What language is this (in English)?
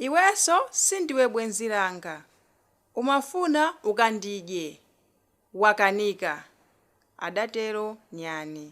Nyanja